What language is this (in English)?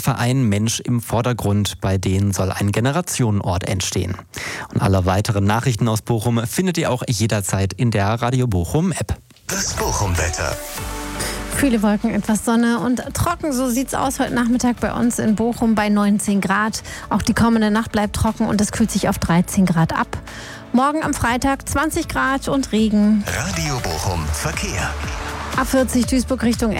German